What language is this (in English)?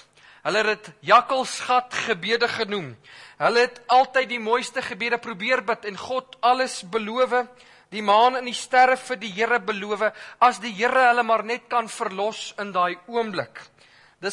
Afrikaans